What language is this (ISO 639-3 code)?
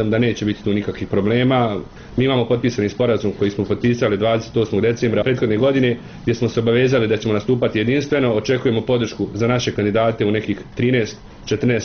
bos